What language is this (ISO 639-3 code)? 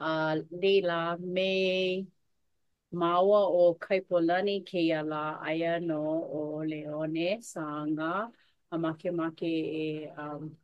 haw